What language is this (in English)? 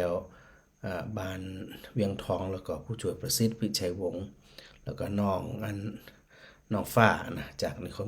Northern Thai